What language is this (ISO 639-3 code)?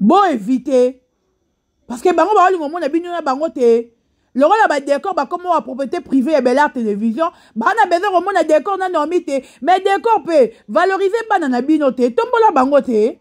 lin